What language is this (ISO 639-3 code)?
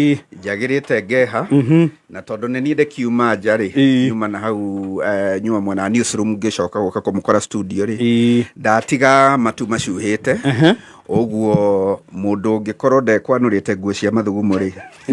kik